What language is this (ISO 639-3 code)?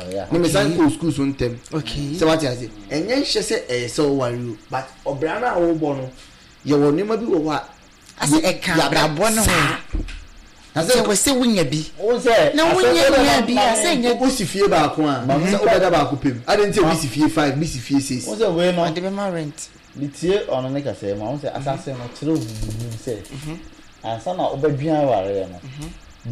aka